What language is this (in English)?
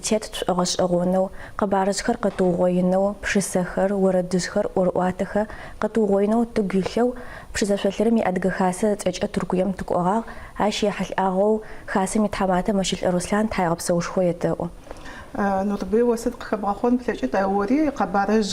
Adyghe